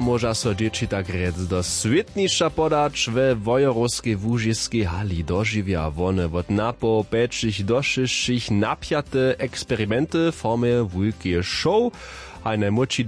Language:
Upper Sorbian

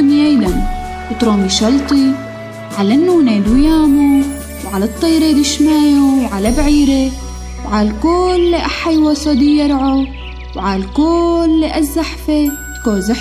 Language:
Turoyo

